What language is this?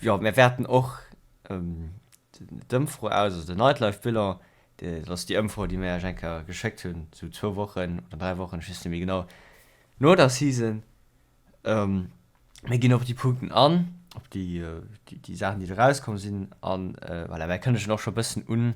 Luxembourgish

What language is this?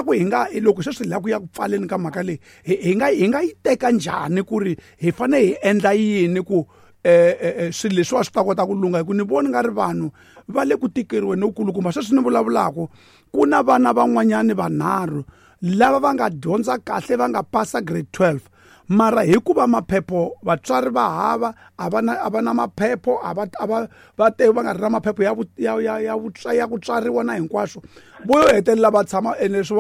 Tsonga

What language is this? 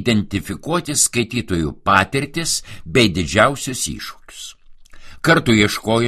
Lithuanian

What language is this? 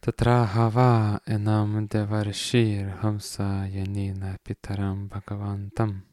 Lithuanian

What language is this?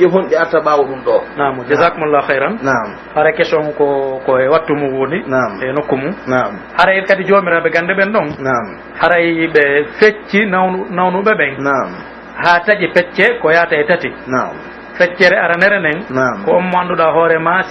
Pular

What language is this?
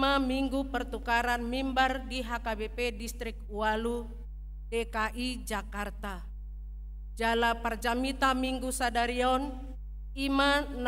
Batak Toba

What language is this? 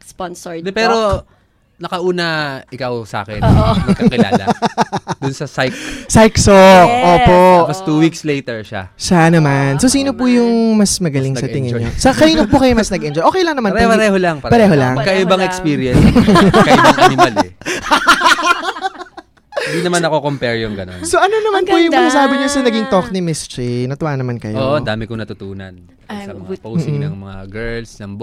Filipino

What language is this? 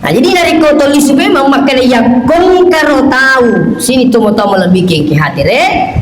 Buginese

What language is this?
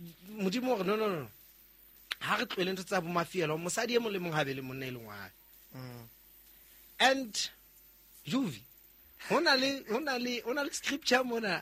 Southern Sotho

